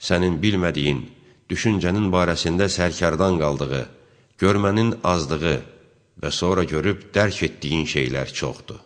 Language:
Azerbaijani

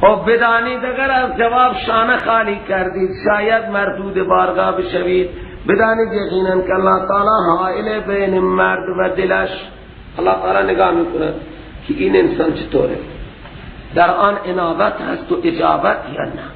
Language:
Persian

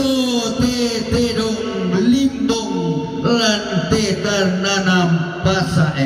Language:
Toraja-Sa'dan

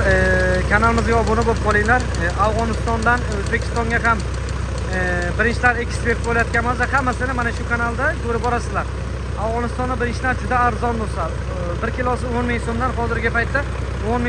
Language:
Uzbek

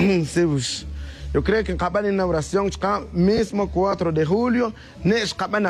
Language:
Tz'utujil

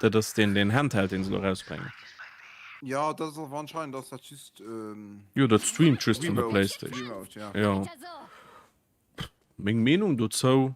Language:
Luxembourgish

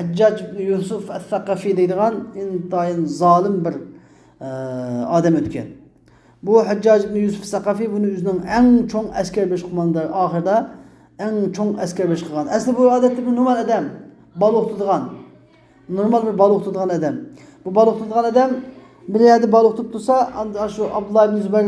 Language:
Uyghur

